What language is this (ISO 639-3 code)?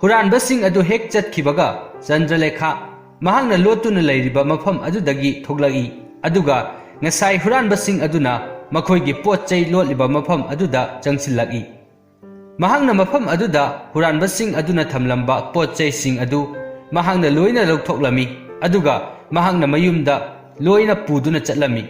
mni